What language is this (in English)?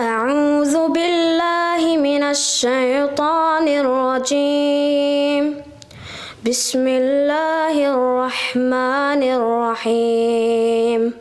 Dargwa